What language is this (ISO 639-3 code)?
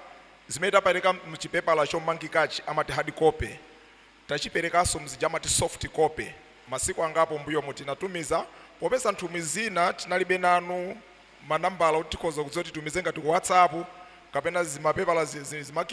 nya